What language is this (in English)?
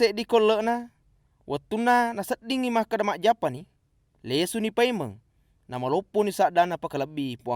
Buginese